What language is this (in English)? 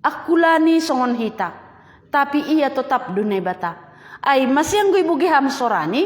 Batak Simalungun